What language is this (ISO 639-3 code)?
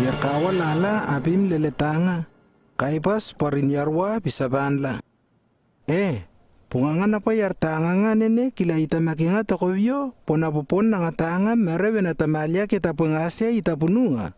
lww